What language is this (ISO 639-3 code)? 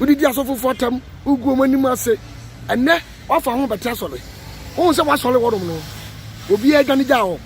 aka